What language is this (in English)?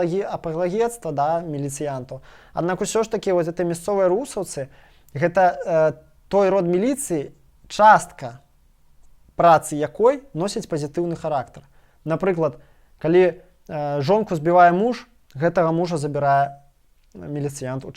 Belarusian